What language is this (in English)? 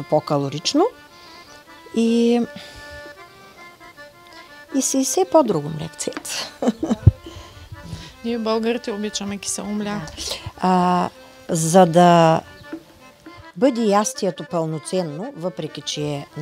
Bulgarian